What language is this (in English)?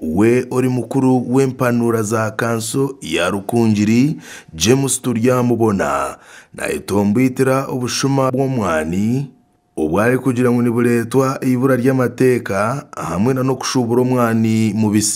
Nyankole